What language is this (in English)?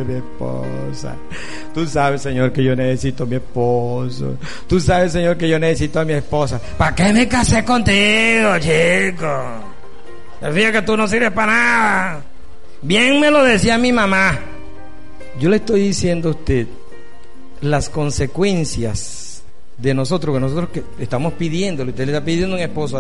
Spanish